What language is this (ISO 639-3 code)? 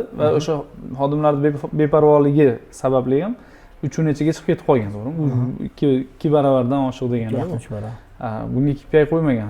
uzb